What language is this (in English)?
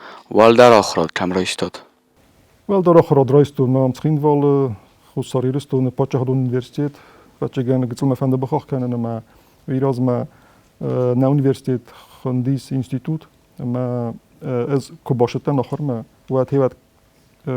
Ossetic